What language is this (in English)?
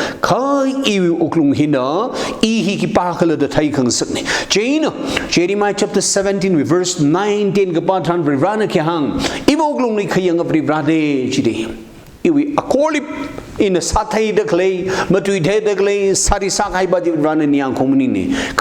Tangkhul Naga (India)